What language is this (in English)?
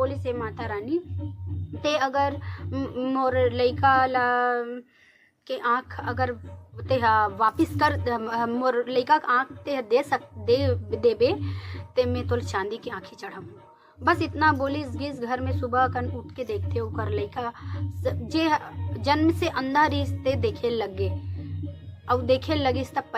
Chhattisgarhi